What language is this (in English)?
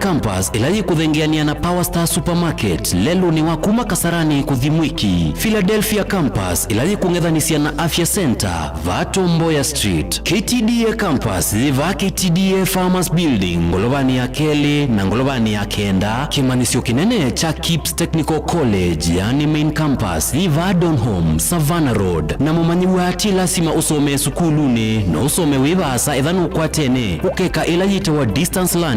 Kamba